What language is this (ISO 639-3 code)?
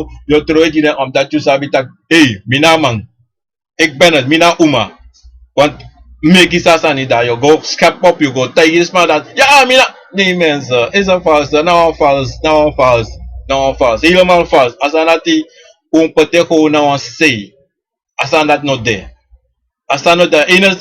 srn